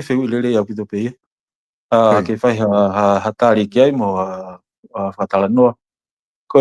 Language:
Tongan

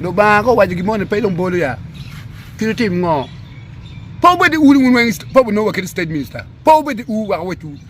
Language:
Acoli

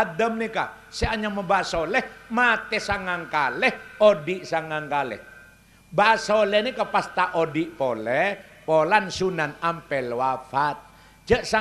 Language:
Madurese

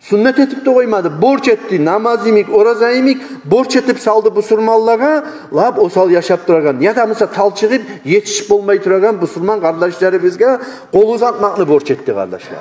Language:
Kumyk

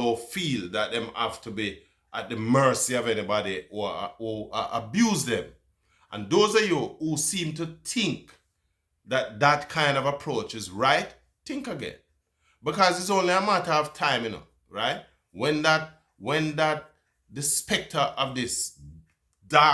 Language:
Jamaican Creole English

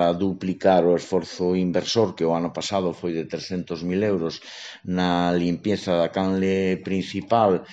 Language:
Galician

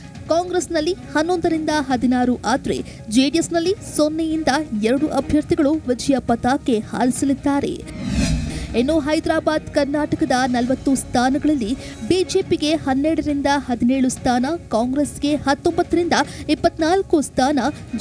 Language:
Kannada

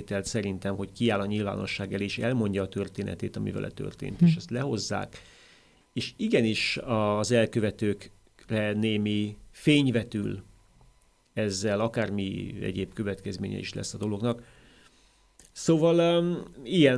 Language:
Hungarian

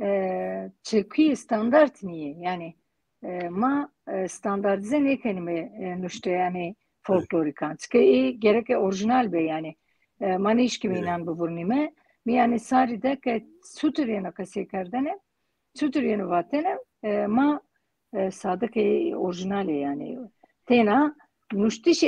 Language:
Zaza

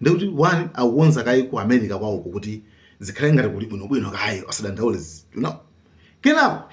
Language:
Nyanja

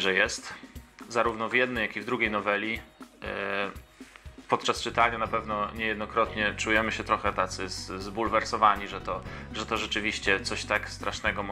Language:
Polish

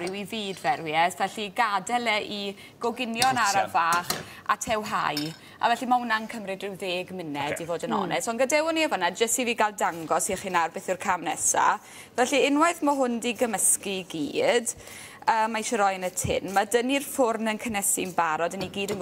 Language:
Welsh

